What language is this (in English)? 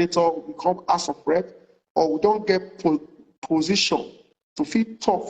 Nigerian Pidgin